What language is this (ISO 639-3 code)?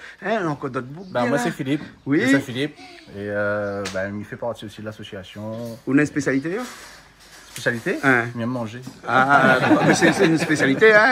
rcf